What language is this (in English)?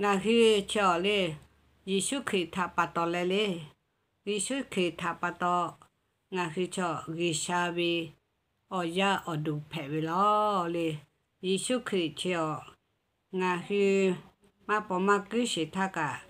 Lahu